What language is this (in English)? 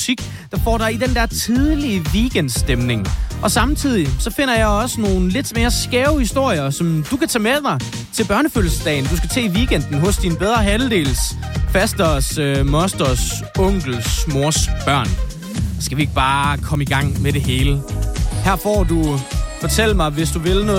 Danish